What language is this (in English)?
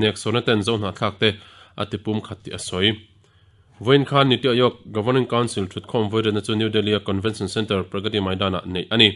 Mizo